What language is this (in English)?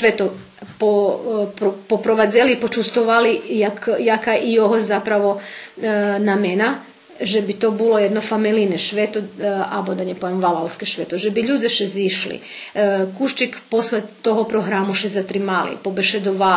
Rusyn